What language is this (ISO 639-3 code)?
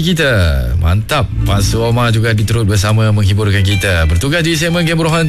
msa